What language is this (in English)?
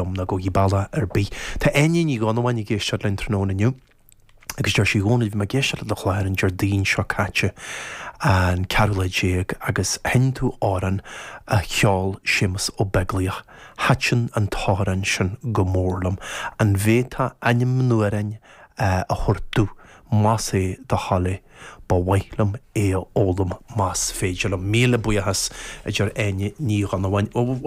Irish